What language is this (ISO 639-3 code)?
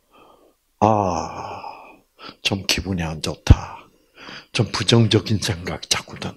kor